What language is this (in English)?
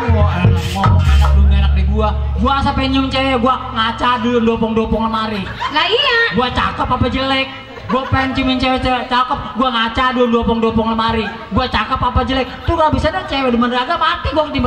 Betawi